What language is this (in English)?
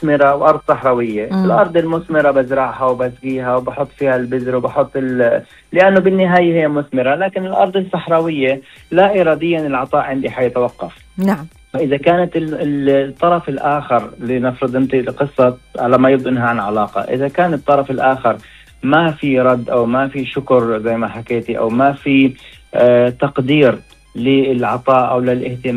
Gulf Arabic